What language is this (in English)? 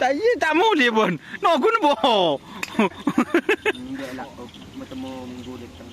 Madurese